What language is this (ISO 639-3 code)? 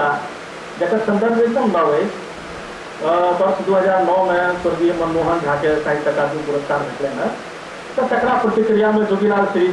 mai